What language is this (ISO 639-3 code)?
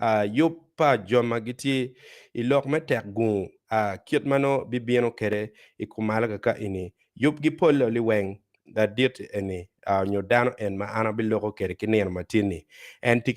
ach